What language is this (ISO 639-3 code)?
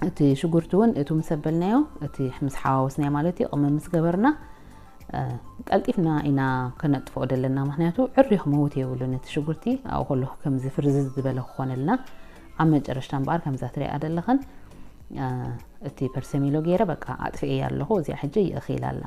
tir